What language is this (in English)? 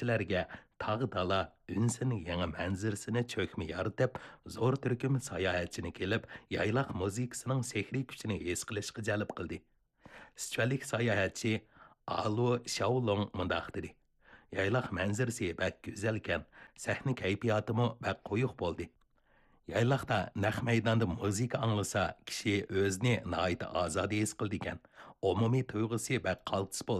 Uyghur